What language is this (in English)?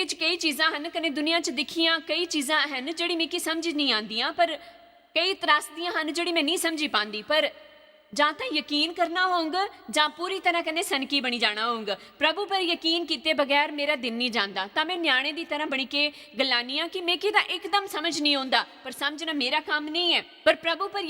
Dogri